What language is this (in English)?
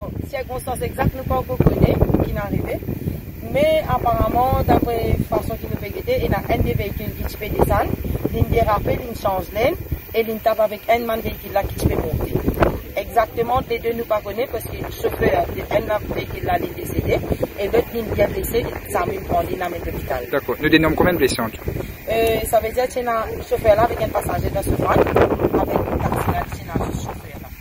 Morisyen